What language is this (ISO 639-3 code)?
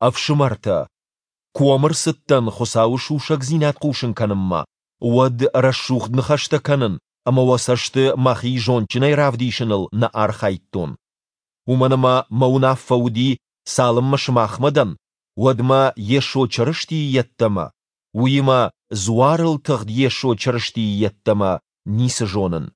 oss